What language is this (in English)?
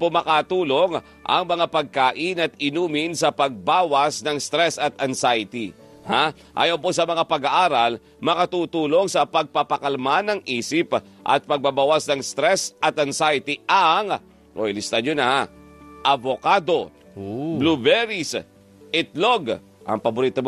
Filipino